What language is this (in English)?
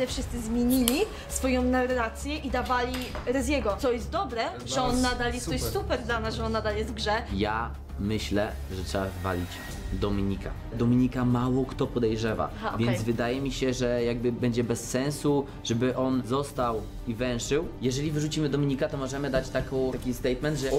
Polish